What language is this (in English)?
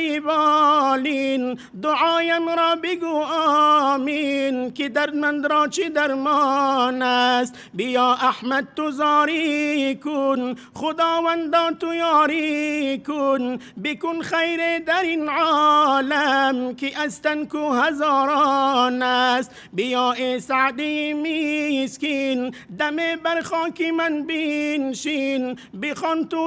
Tajik